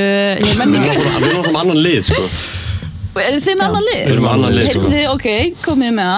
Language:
Icelandic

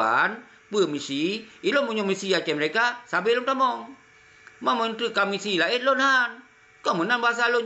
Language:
Achinese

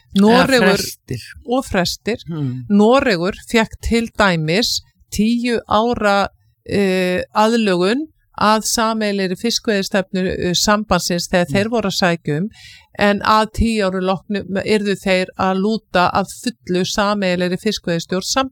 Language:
Icelandic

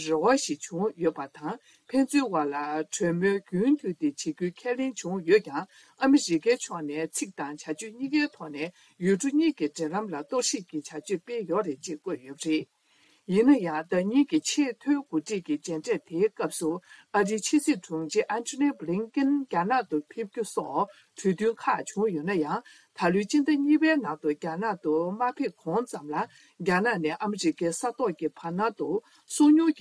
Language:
Tibetan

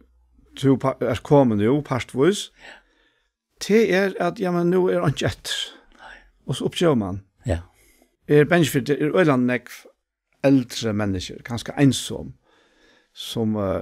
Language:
Faroese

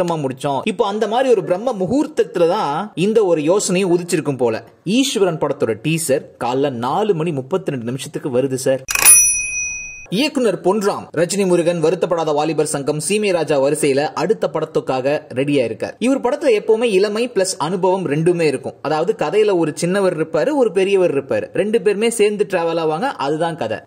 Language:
Tamil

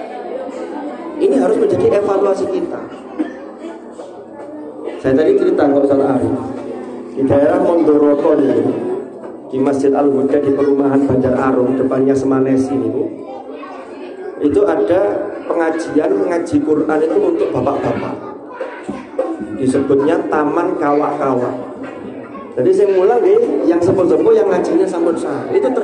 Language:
Indonesian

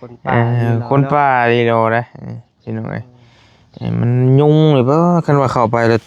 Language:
Northeastern Thai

